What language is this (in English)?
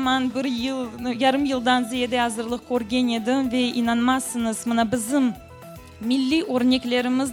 Crimean Tatar